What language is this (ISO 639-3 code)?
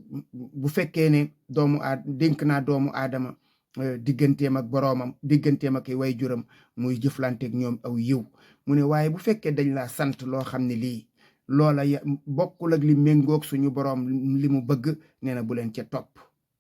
wol